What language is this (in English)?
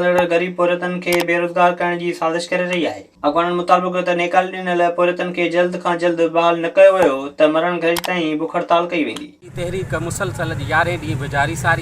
Sindhi